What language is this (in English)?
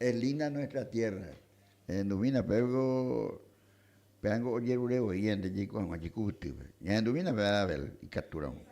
Guarani